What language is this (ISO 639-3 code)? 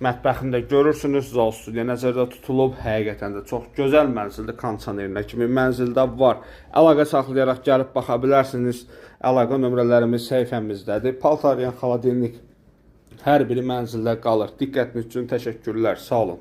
aze